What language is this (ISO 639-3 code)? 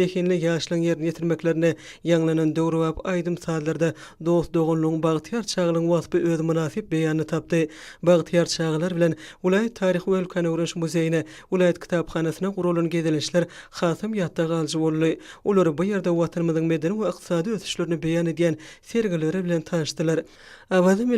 tuk